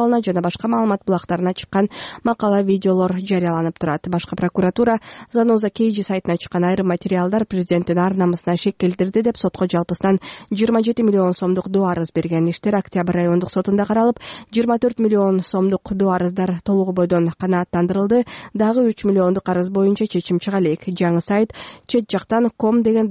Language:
Kyrgyz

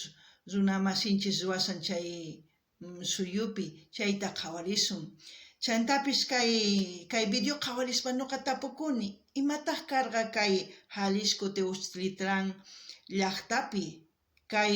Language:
South Bolivian Quechua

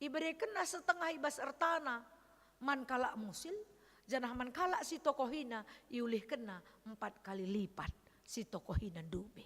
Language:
Batak Karo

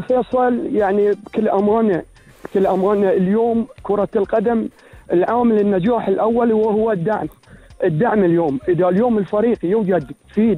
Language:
Gulf Arabic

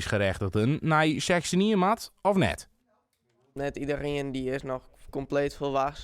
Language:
Western Frisian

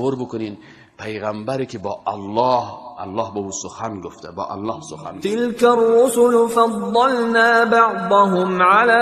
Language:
Persian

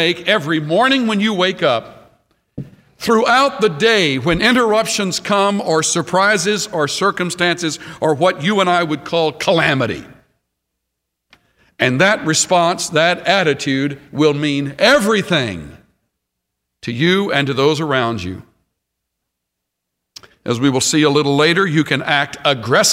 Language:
English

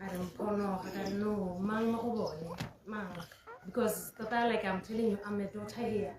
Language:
Tswana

